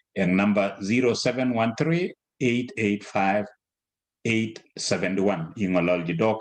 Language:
Kalenjin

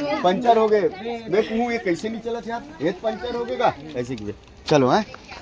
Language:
Chhattisgarhi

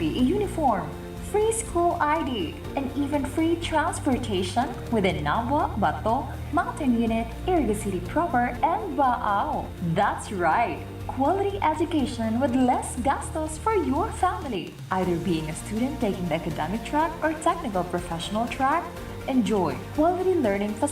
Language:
Bikol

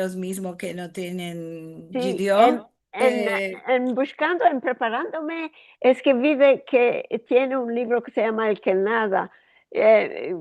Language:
Ladino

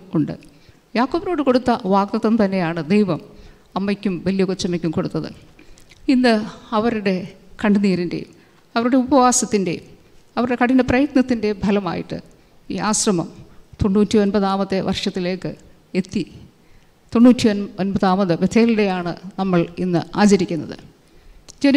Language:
Malayalam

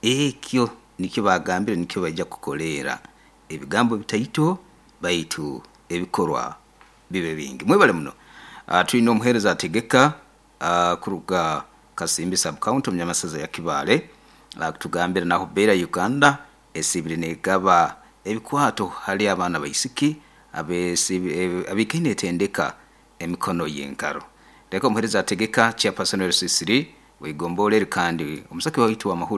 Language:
Nyoro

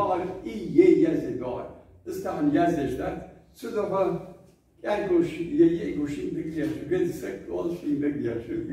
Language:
Ingush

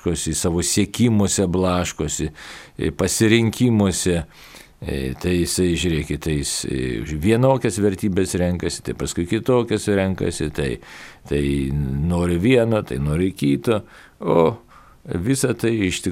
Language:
Lithuanian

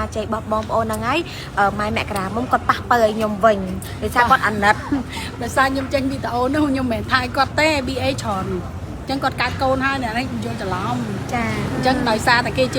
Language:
Khmer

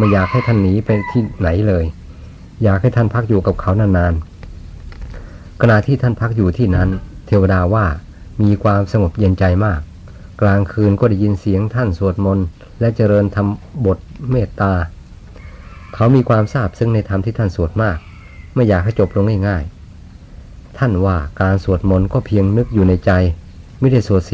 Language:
Thai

